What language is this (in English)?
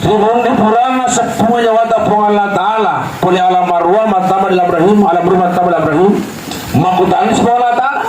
Buginese